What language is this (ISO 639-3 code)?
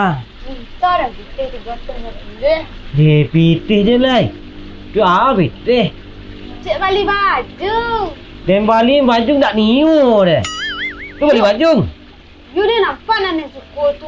min